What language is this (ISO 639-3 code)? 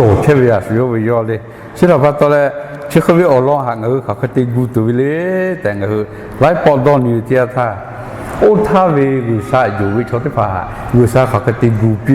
lhu